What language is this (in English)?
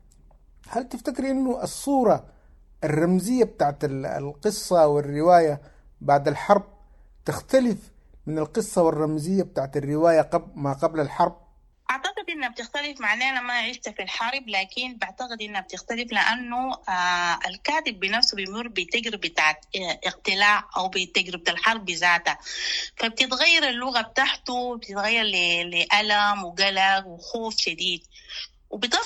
Sudanese Arabic